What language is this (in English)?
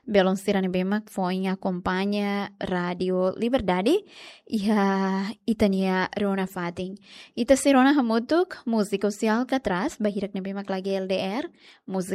Tetum